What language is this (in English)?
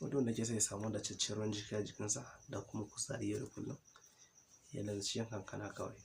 Hausa